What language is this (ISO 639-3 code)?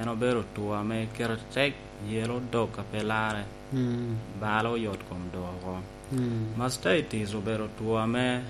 laj